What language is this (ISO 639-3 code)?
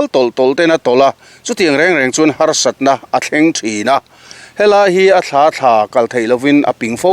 lus